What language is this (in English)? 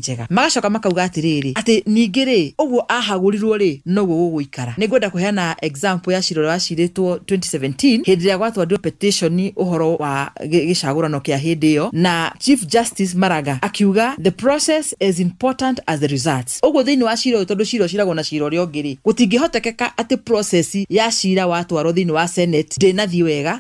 Kikuyu